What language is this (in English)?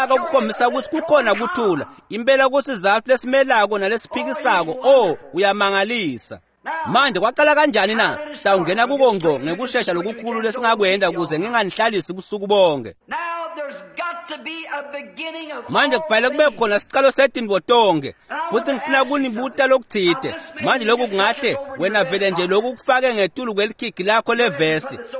Swati